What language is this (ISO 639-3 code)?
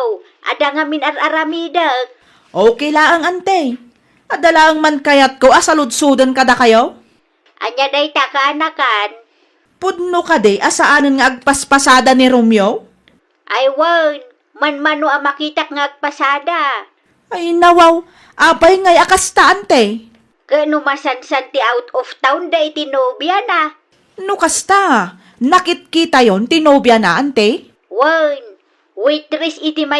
ilo